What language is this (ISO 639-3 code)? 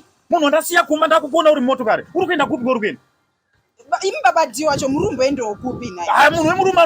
sna